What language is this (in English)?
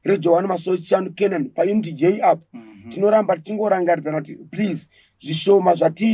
Shona